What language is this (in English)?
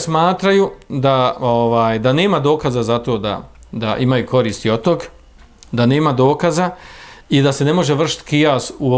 Bosnian